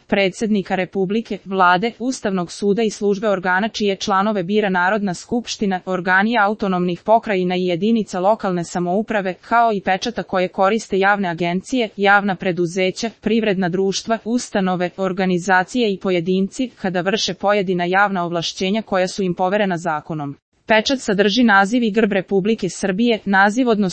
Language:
Serbian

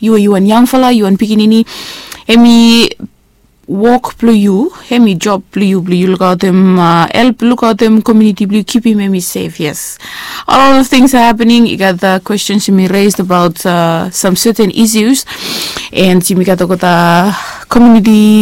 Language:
Bislama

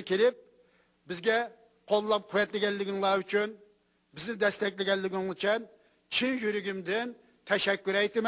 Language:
Uyghur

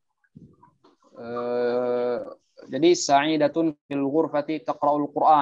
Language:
Indonesian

